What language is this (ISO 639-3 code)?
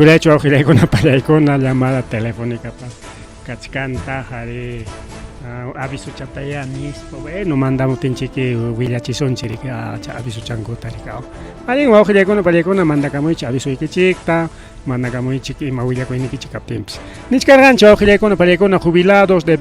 quy